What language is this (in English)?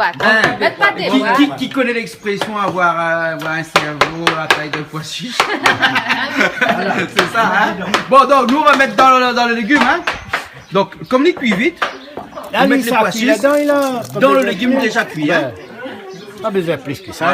Réunion Creole French